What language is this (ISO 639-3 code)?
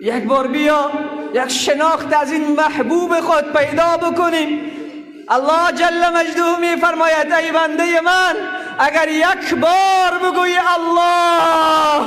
fas